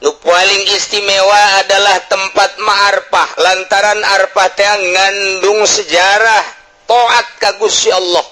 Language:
Sundanese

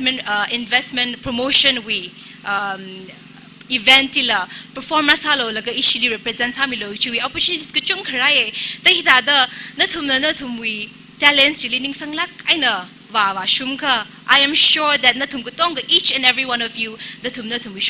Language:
Tangkhul Naga (India)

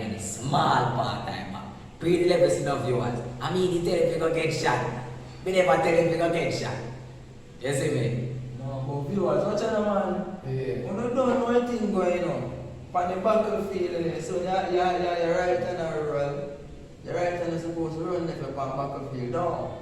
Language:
Jamaican Creole English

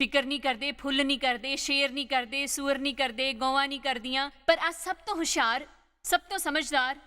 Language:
Dogri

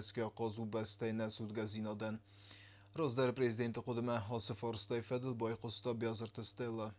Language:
Ossetic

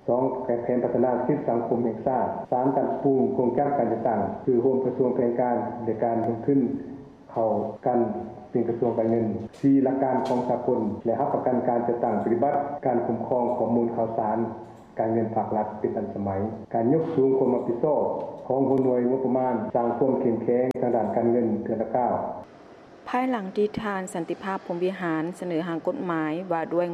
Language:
Lao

